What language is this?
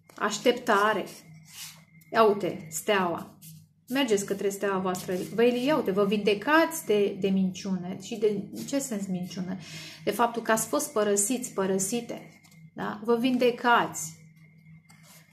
Romanian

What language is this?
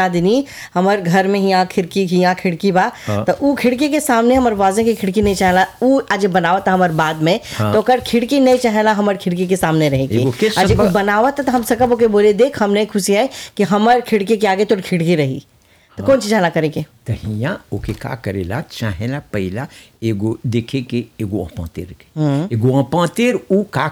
Bhojpuri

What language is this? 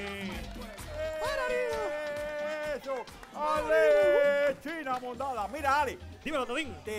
Spanish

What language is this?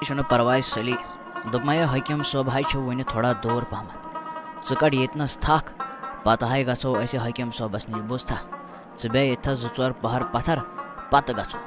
Kashmiri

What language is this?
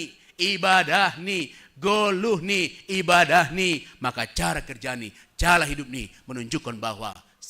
Batak Simalungun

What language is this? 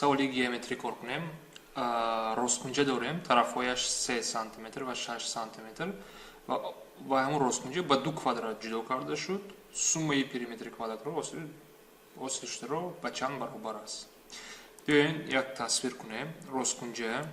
Tajik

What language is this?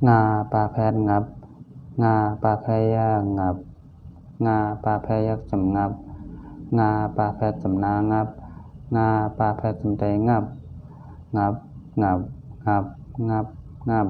Shan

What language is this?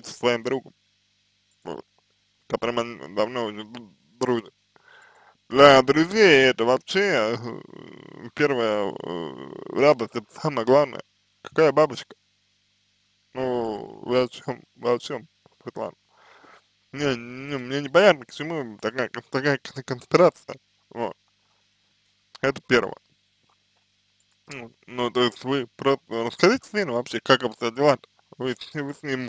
Russian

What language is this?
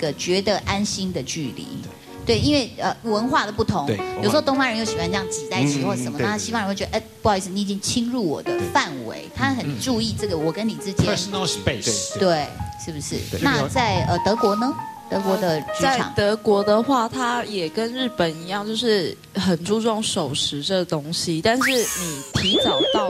Chinese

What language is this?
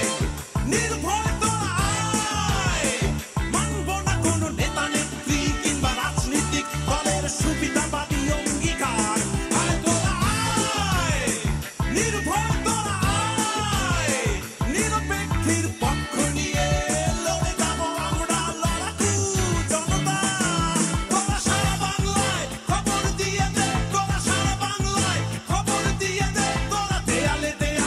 Bangla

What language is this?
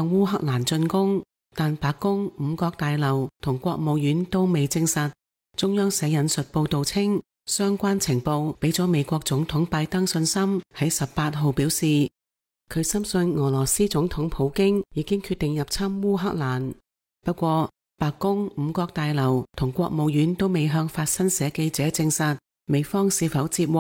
Cantonese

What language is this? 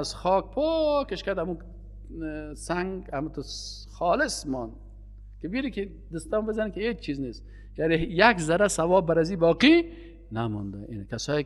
Persian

